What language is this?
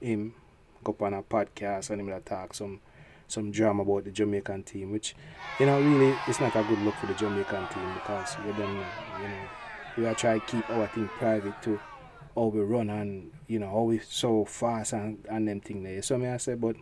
Jamaican Creole English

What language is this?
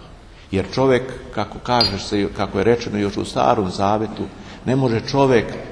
Serbian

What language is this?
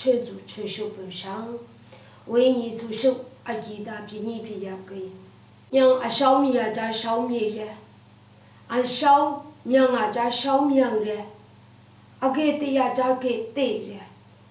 Lashi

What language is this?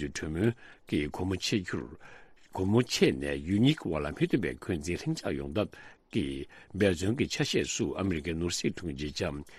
Tibetan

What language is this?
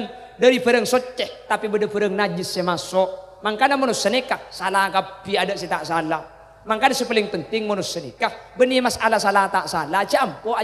Madurese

